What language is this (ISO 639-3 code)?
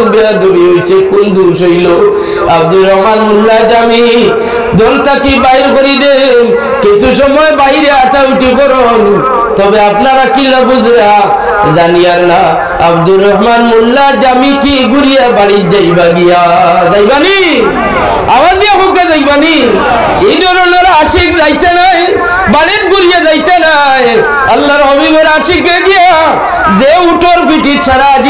syl